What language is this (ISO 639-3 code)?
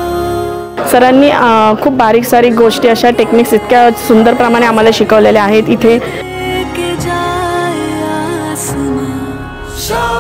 mar